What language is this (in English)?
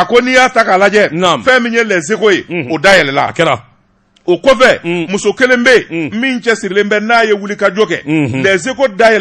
Bambara